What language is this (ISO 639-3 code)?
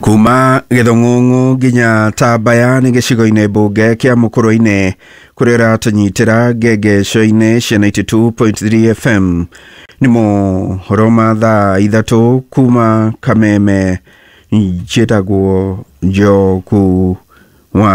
kik